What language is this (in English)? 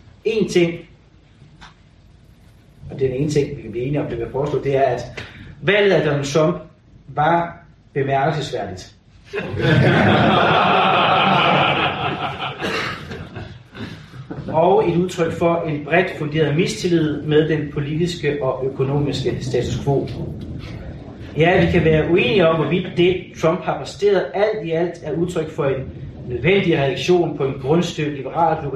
Danish